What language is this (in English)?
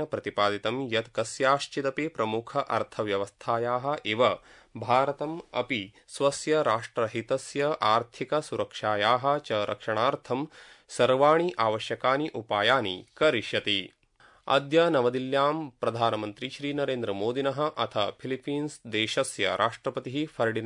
Sanskrit